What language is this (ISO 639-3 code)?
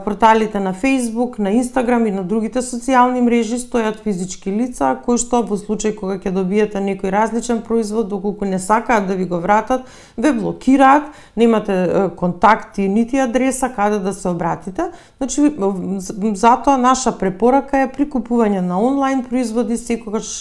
mkd